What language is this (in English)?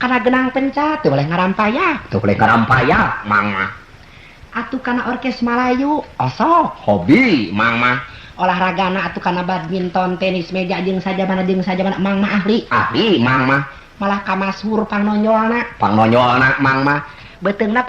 Sundanese